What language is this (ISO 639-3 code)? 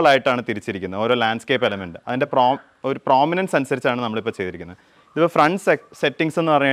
mal